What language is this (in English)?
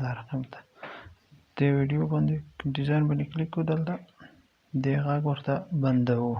Pashto